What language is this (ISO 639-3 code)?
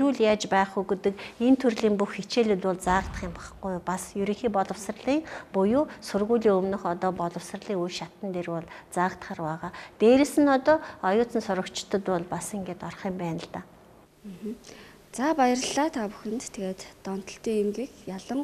mon